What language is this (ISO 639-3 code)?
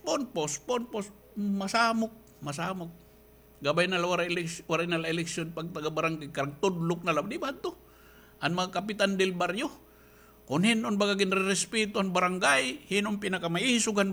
war